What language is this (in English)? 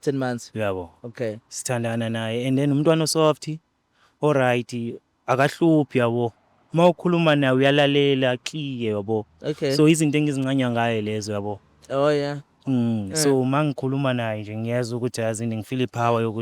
Zulu